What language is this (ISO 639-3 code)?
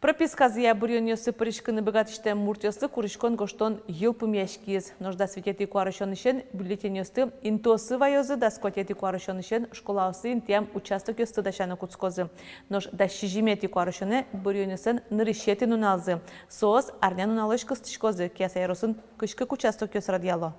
udm